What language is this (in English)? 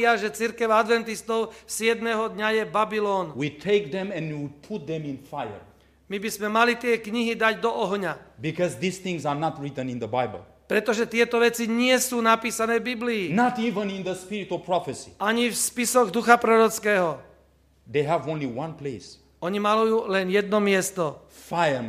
Slovak